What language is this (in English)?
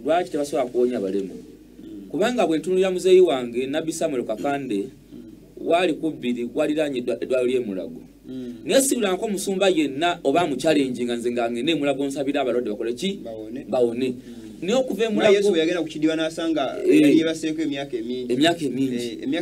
Ganda